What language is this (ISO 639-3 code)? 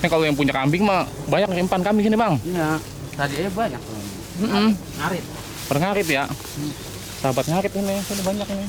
bew